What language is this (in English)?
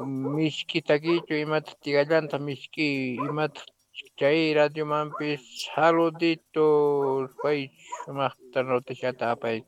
Quechua